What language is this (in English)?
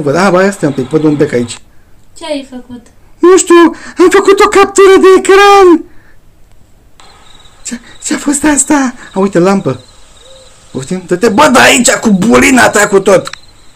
Romanian